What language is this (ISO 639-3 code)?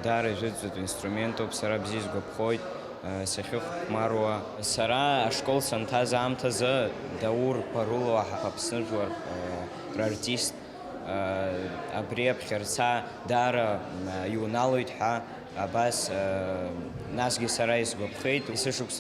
abk